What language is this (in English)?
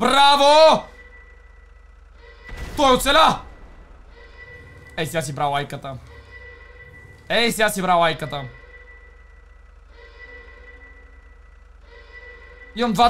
Bulgarian